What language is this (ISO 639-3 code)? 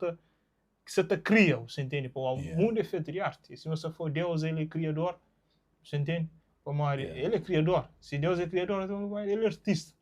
kea